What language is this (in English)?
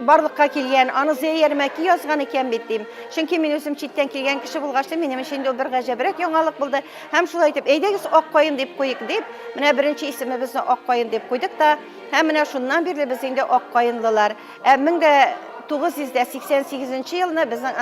Tatar